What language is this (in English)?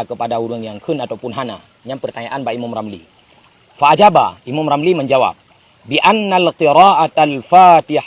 Achinese